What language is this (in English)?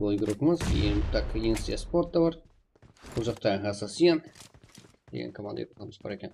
Kara-Kalpak